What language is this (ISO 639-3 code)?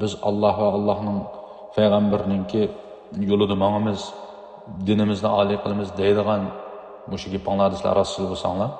uig